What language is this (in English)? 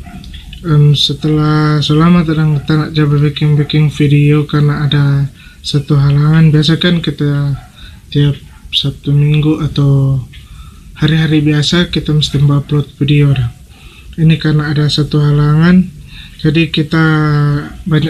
Manado Malay